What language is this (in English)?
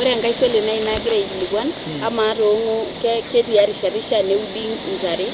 Masai